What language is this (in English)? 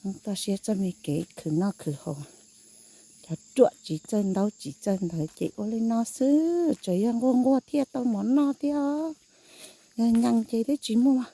Hmong